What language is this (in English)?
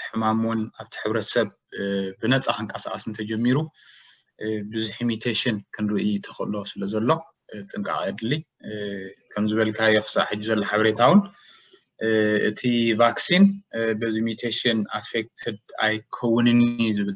Tigrinya